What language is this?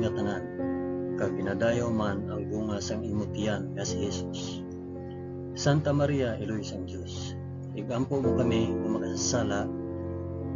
Hiligaynon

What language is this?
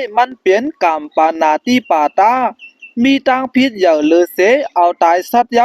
Shan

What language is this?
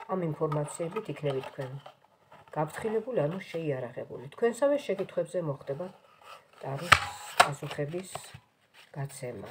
Georgian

